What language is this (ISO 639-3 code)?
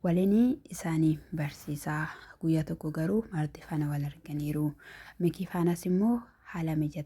orm